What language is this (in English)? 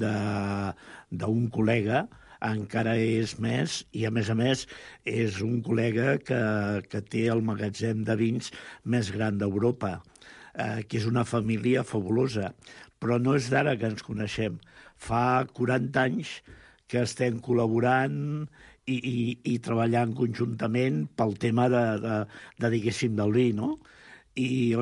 Catalan